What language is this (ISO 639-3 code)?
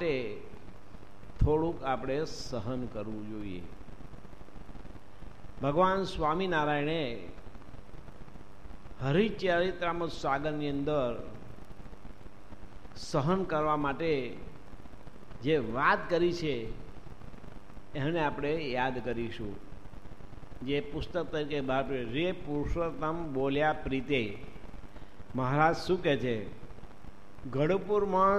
guj